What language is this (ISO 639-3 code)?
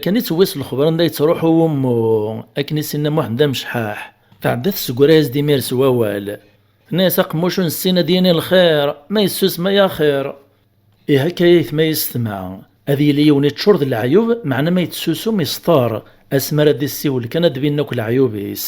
kab